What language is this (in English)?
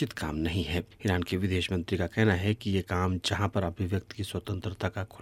Hindi